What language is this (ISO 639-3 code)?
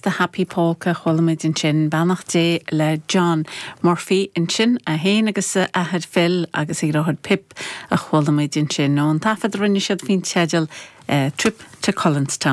gle